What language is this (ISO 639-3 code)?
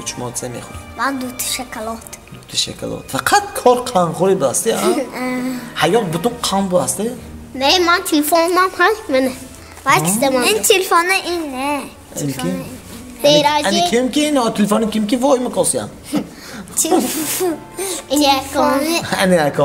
tgk